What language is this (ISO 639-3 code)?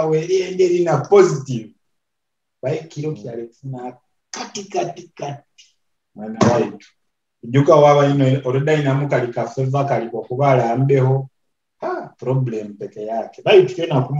nyo